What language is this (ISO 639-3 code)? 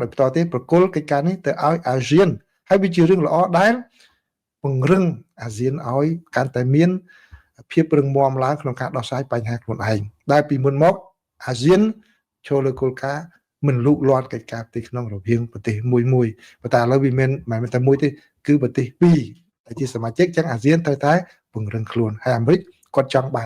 khm